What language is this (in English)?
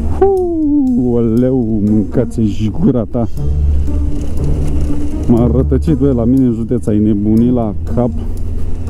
Romanian